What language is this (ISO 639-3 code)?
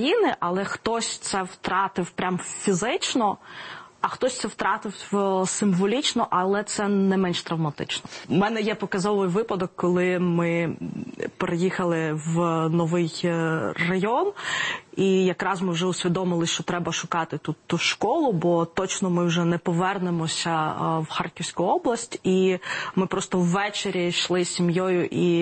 ukr